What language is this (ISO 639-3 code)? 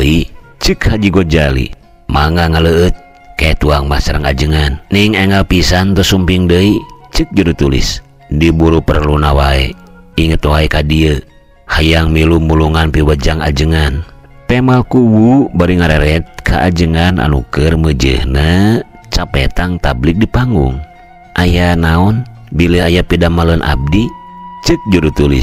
sun